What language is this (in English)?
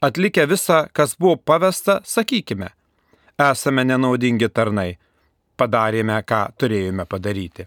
Lithuanian